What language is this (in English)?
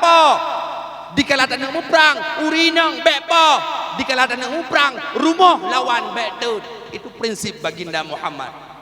Achinese